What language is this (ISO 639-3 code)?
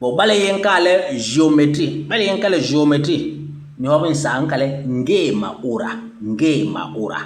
bas